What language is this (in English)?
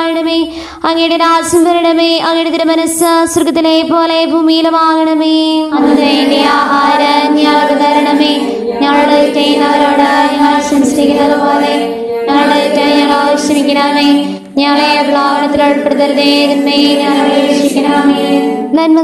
Malayalam